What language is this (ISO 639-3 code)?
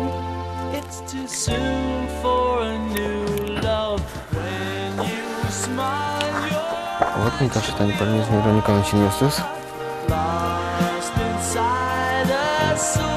udm